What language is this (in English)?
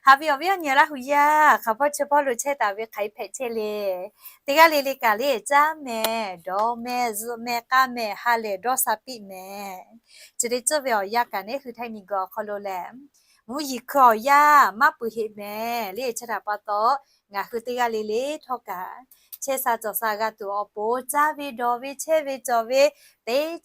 Lahu